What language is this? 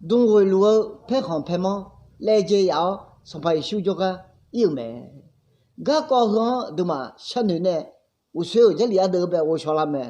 Akha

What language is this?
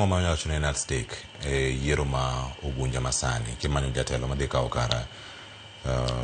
Luo (Kenya and Tanzania)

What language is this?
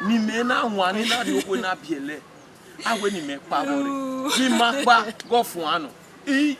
Bini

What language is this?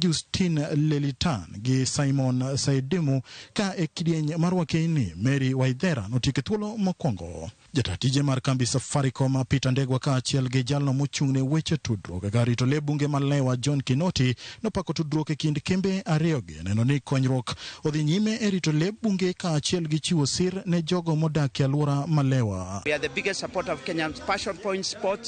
Luo (Kenya and Tanzania)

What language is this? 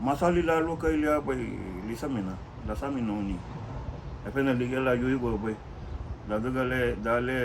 Garifuna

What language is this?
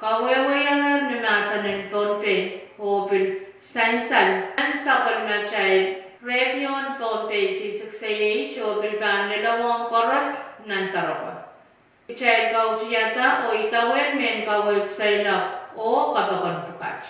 Pohnpeian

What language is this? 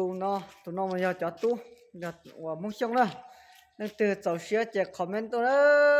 Hmong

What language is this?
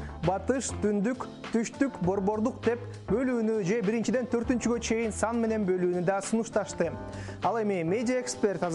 Kyrgyz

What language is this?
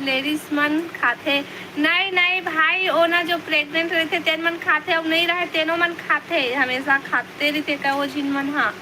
Chhattisgarhi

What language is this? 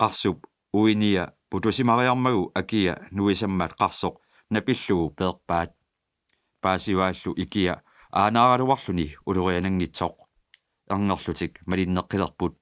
Kalaallisut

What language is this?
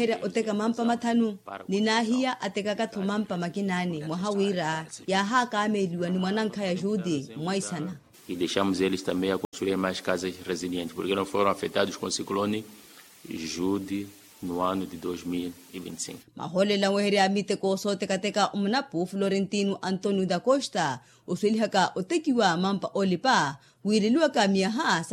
Makhuwa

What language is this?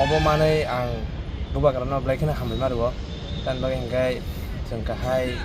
Kok Borok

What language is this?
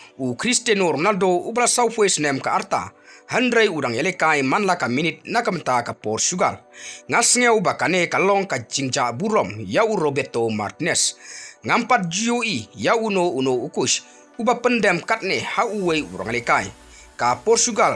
Khasi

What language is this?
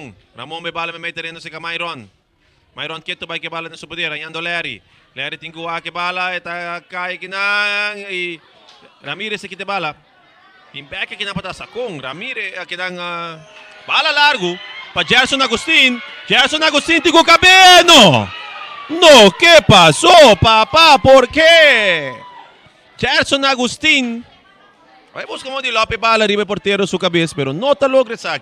Papiamento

